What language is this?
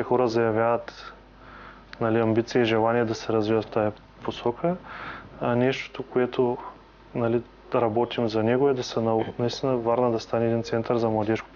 Bulgarian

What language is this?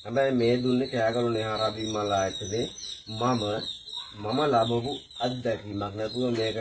Sinhala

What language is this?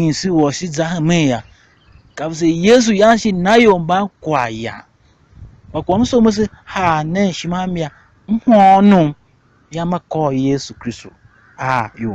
Tiv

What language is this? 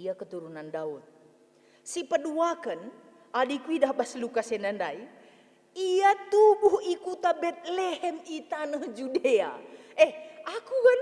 Batak Karo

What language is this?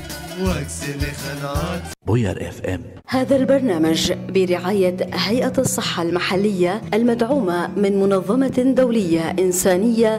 North Levantine Arabic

